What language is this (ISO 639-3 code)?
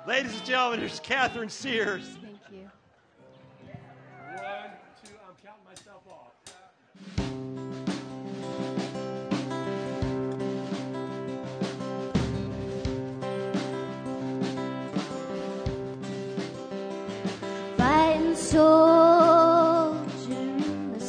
eng